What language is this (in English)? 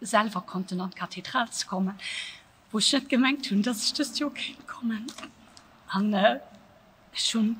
Luxembourgish